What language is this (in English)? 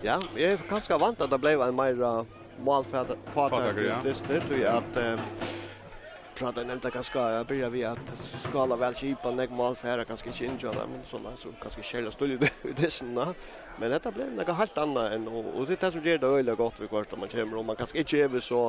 Faroese